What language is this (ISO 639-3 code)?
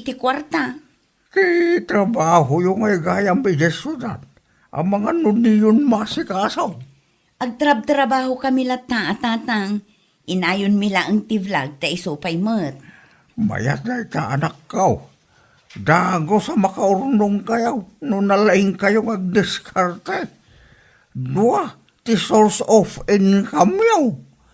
ilo